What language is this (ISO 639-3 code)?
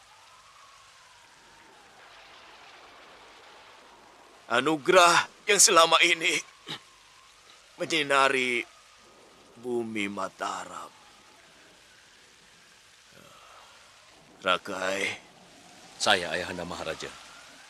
ind